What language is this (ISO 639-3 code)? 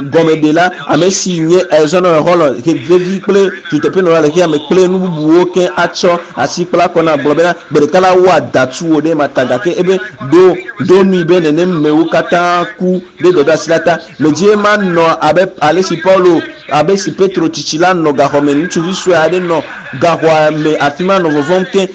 ewe